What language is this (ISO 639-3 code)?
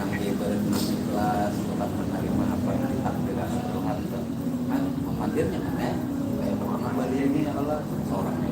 bjn